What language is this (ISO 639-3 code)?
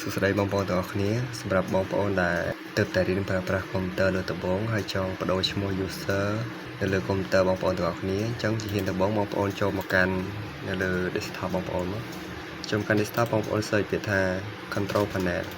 khm